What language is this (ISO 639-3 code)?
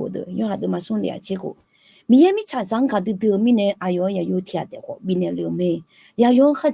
ahk